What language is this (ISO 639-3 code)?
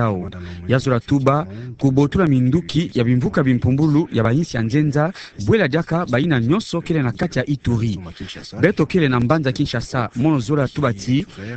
ktu